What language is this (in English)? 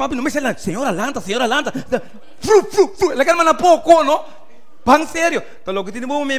Papiamento